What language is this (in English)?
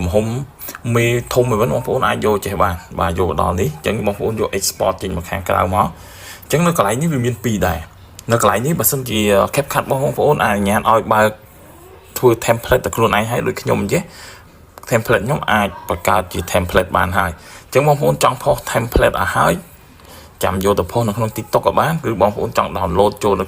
Khmer